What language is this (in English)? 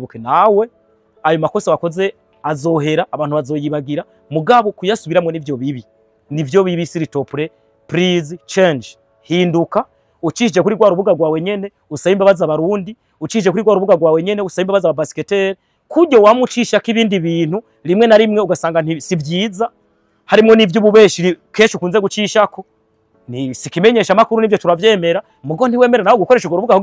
Rundi